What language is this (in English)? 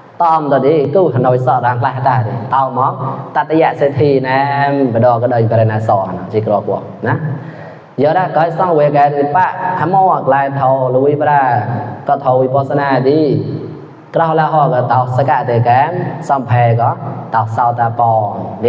Mon